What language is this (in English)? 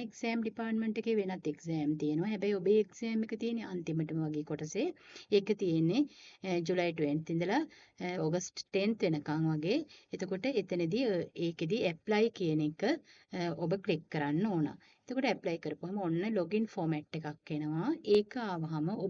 Sinhala